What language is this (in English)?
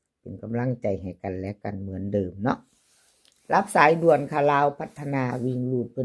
Northeastern Thai